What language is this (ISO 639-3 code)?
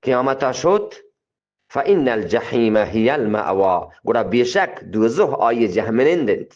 bgp